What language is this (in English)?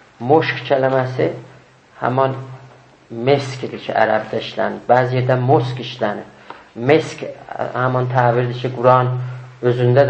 South Azerbaijani